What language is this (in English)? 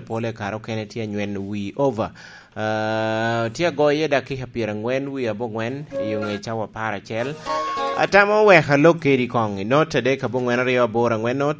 Lango (Uganda)